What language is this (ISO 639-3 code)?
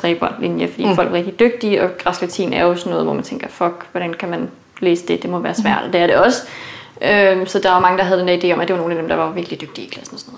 dan